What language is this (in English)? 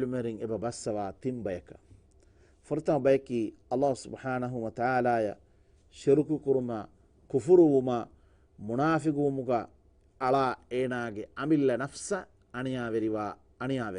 Divehi